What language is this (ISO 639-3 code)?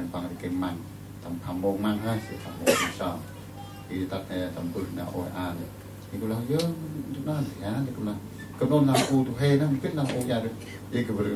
cmo